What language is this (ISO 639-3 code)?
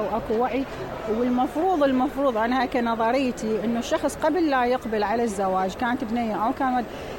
acm